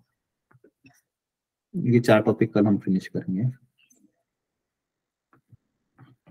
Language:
Hindi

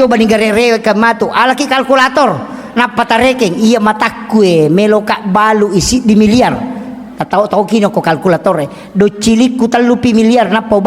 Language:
Buginese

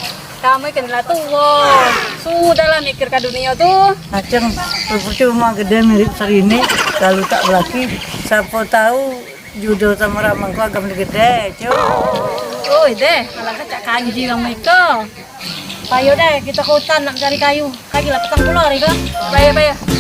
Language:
Musi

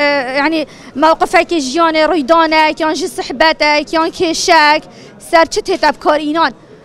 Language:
Kurdish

